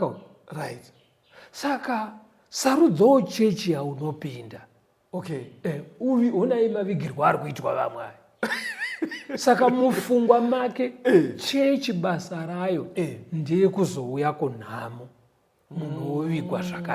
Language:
Shona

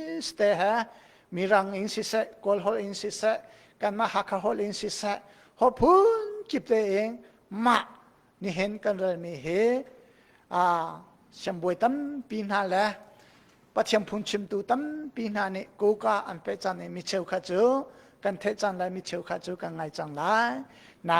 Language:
Hakha Chin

